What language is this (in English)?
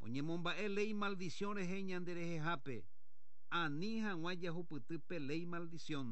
Guarani